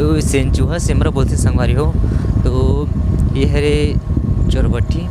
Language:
Chhattisgarhi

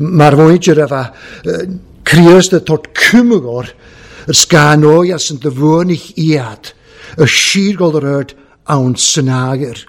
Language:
Welsh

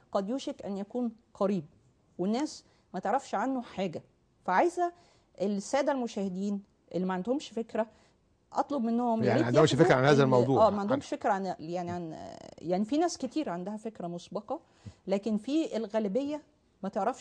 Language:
Egyptian Arabic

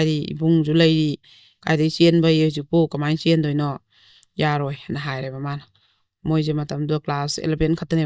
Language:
Manipuri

